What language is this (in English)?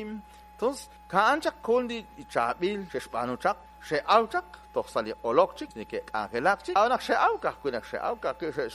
Kekchí